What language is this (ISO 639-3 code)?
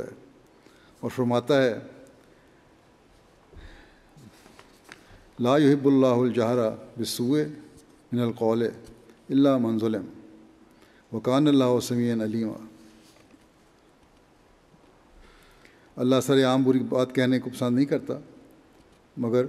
urd